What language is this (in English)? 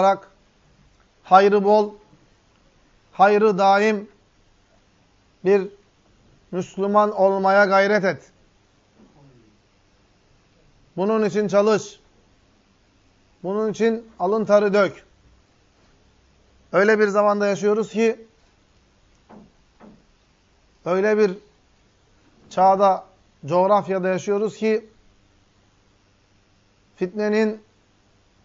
Turkish